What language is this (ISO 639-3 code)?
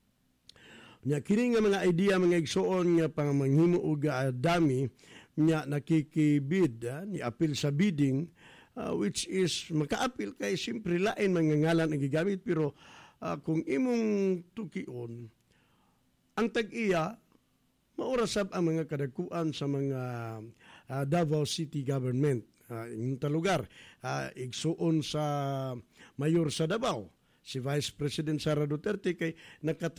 ceb